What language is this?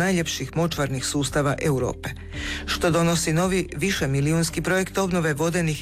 Croatian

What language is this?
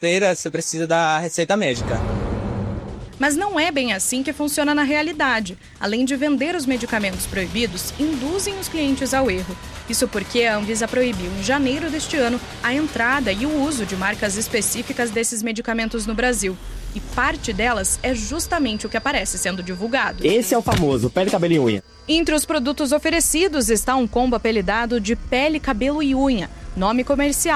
Portuguese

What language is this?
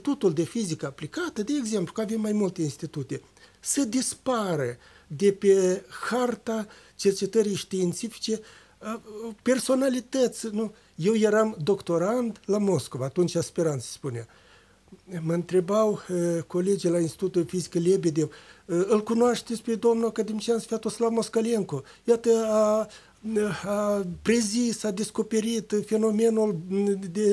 Romanian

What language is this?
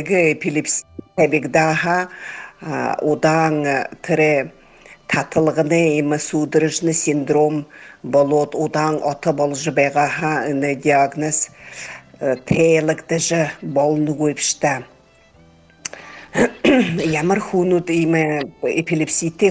Buriat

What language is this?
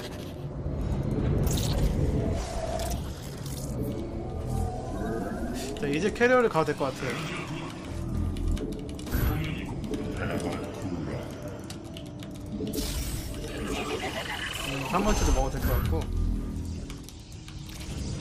Korean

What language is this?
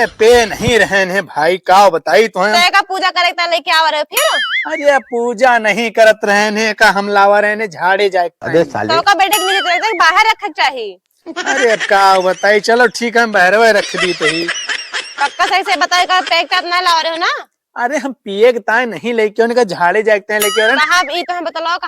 Awadhi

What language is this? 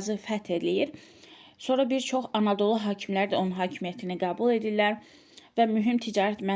Azerbaijani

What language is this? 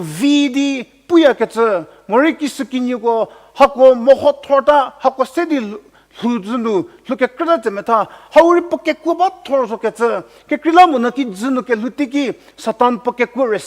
Angami Naga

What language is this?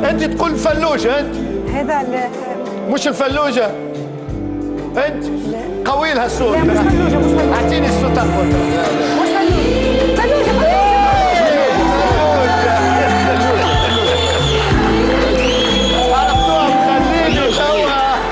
Tunisian Arabic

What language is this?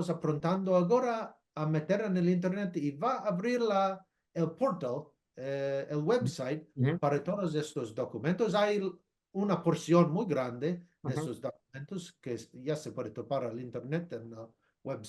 Ladino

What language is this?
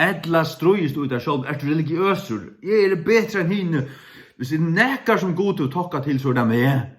Faroese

